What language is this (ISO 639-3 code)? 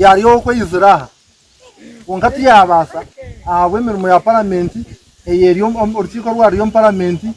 nyn